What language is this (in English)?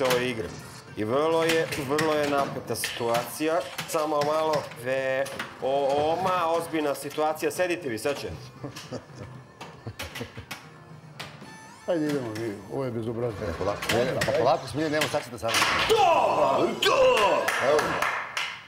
Serbian